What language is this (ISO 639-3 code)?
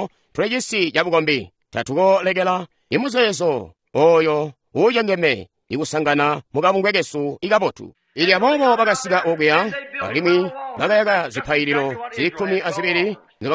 toi